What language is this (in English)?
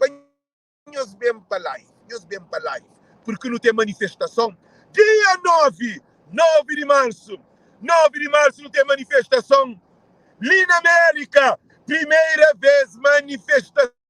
Kabuverdianu